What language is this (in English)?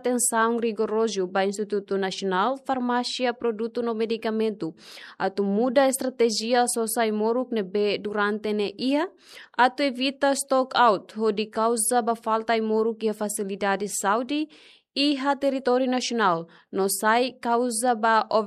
Tetum